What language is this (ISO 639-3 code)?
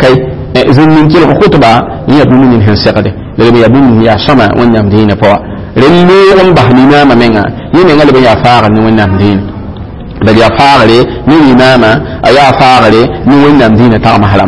mos